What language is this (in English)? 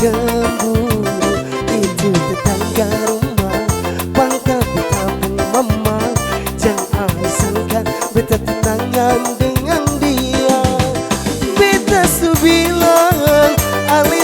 Ambonese Malay